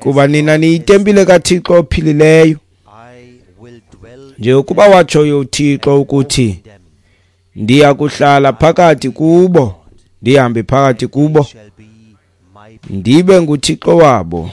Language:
Xhosa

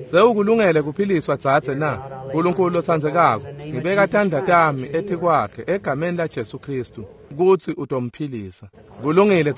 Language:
Swati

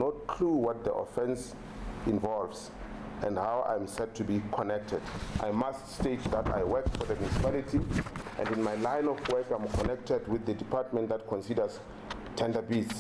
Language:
Northern Sotho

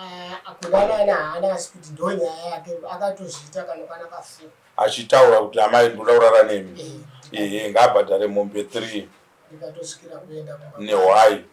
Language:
Shona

